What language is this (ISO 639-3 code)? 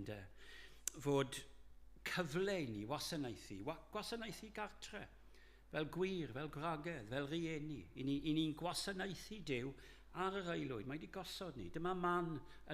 cym